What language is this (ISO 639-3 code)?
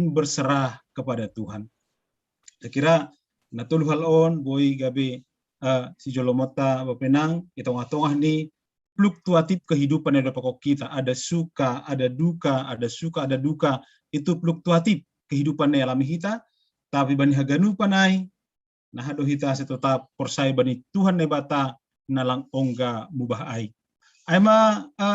bts